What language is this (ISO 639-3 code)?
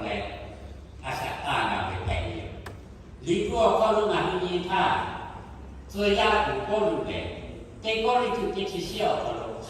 lhu